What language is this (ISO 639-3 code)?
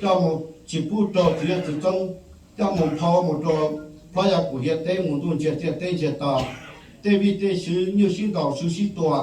hmn